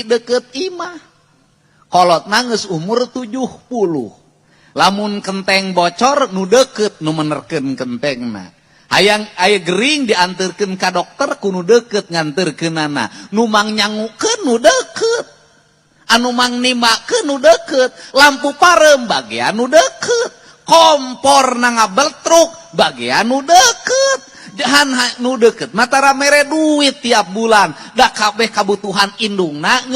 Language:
Sundanese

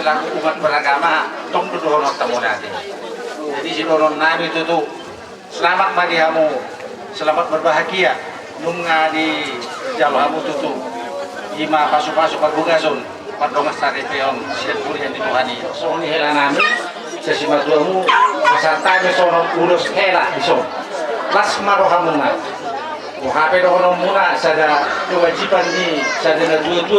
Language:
Batak Toba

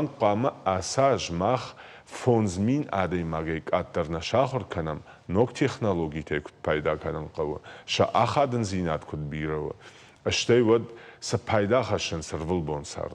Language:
Ossetic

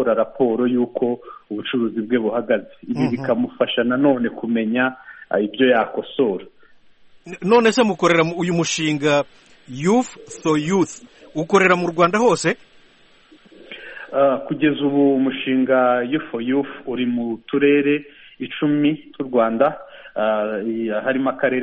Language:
Kinyarwanda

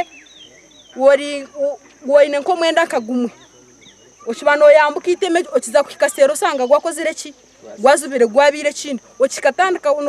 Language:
Nyankole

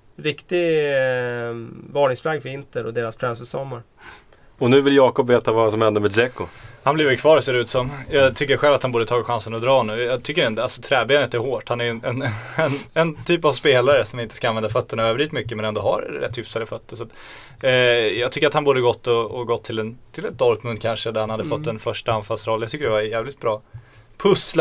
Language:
Swedish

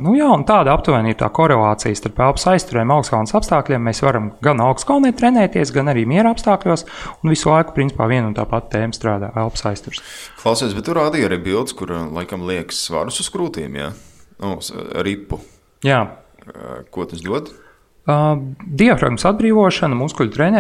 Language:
Latvian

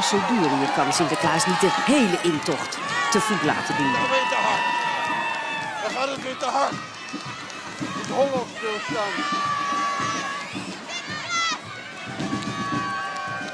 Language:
Dutch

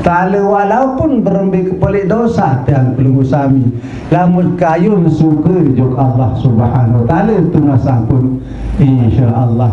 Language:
Sasak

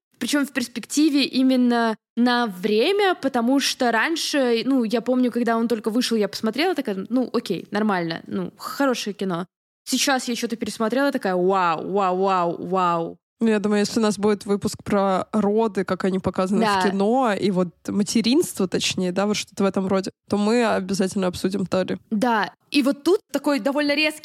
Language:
Russian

